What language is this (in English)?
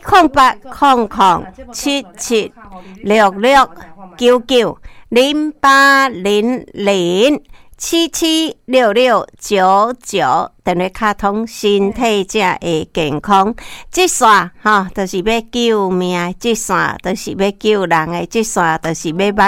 Min Nan Chinese